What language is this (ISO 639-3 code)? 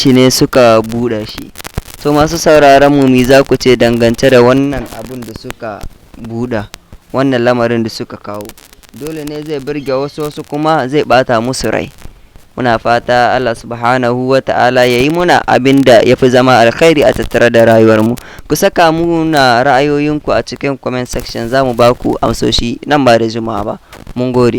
hau